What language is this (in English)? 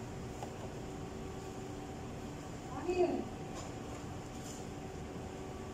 Filipino